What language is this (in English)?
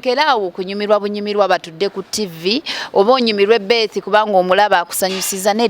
Ganda